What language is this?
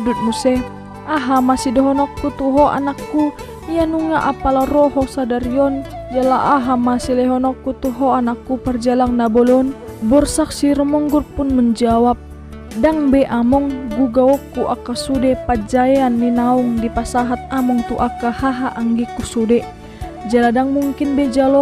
Batak Toba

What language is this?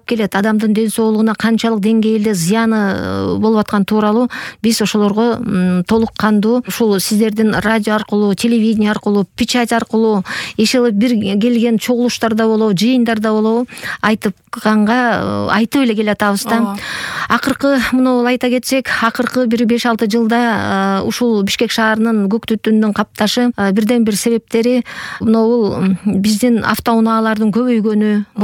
Kyrgyz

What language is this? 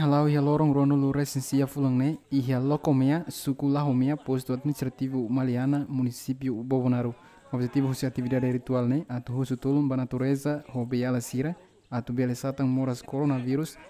Tetum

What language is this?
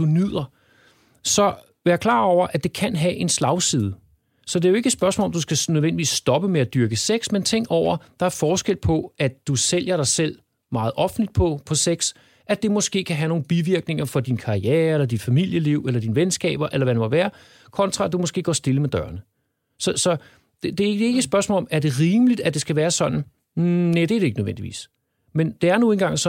Danish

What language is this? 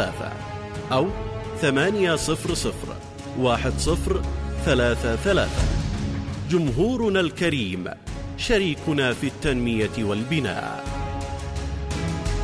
Arabic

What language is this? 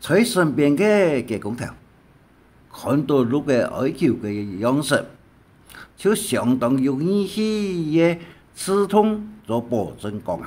Hakka Chinese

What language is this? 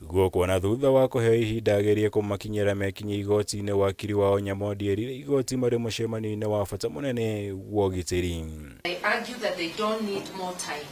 Kikuyu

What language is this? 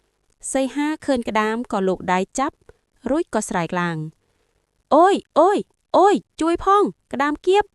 Khmer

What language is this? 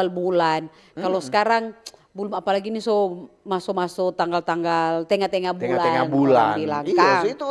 Manado Malay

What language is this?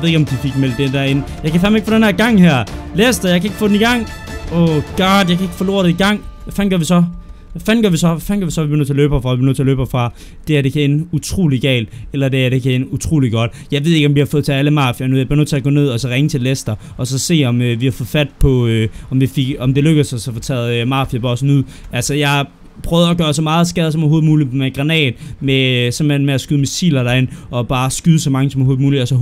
Danish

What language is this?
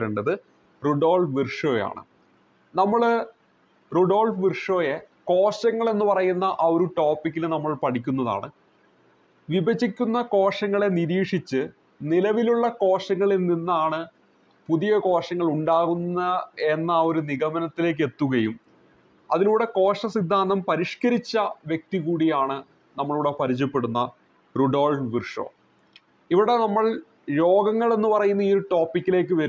Malayalam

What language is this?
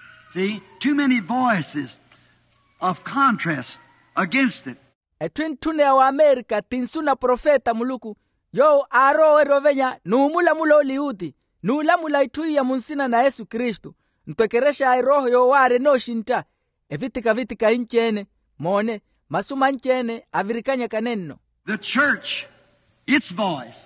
Makhuwa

